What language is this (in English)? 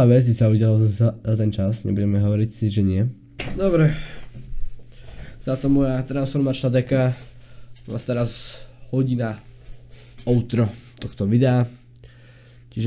Slovak